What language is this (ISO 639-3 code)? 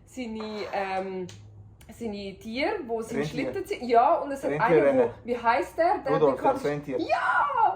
gsw